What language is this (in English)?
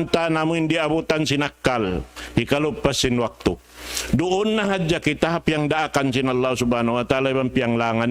Tausug